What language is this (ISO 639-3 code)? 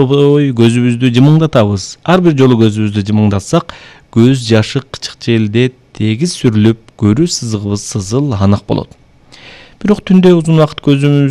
kir